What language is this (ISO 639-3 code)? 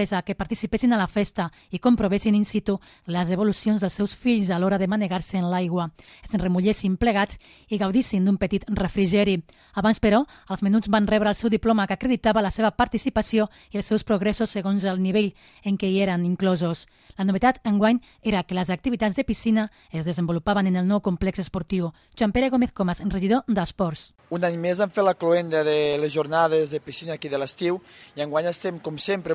cat